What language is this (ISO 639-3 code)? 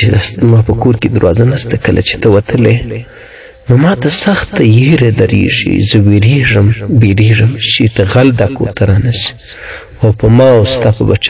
pus